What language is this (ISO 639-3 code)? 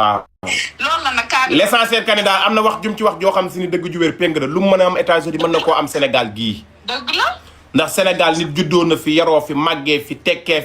wol